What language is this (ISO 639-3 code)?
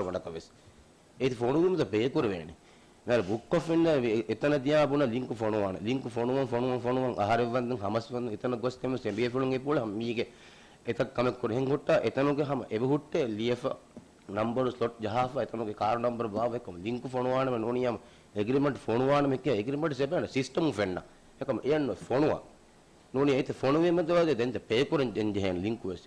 div